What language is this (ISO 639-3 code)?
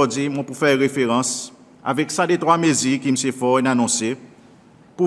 crs